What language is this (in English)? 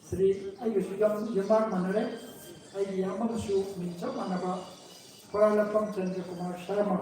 Manipuri